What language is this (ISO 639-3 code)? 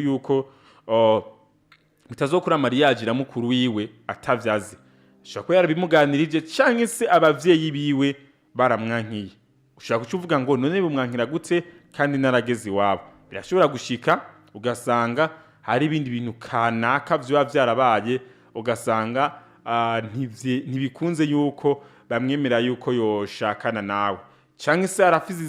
run